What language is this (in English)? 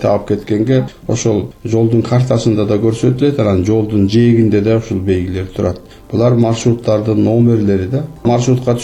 Kyrgyz